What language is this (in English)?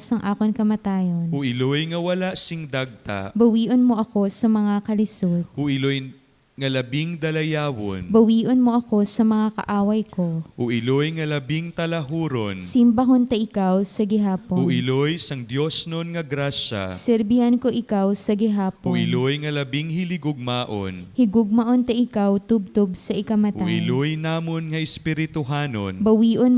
Hiligaynon